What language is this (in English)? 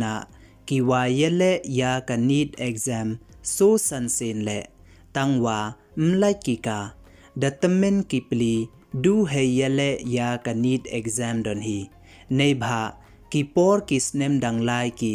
Pnar